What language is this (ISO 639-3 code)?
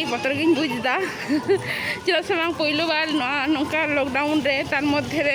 sat